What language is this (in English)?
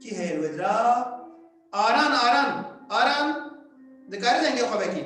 Kurdish